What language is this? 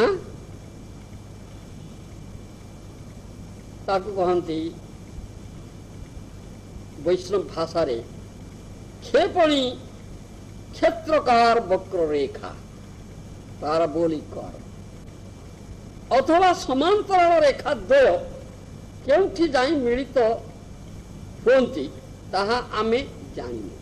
Odia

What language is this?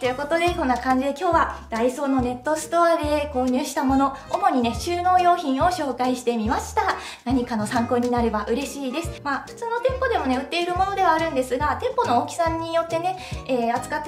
Japanese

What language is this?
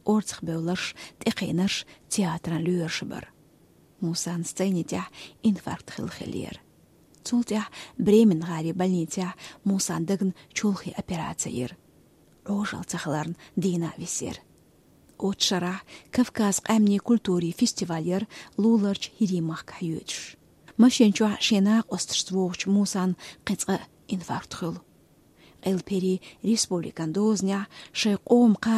Chechen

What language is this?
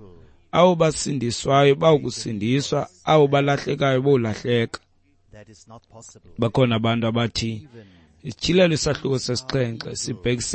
Xhosa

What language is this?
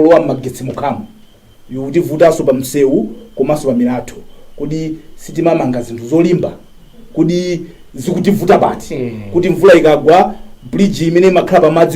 Nyanja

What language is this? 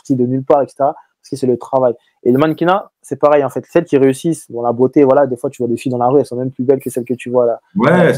French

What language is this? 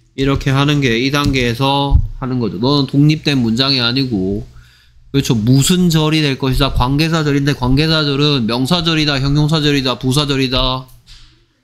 Korean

